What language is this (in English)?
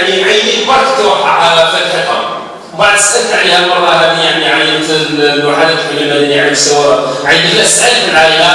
Algerian Arabic